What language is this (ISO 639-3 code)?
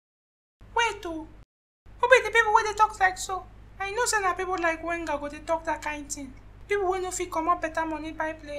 pcm